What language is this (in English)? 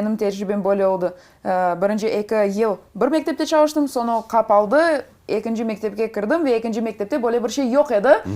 Crimean Tatar